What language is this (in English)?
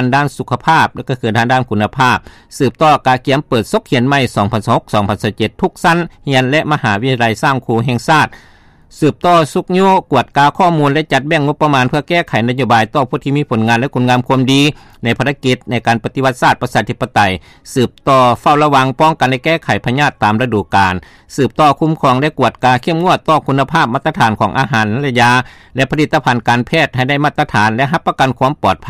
Lao